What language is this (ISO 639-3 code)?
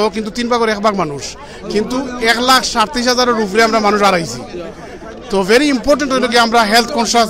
syl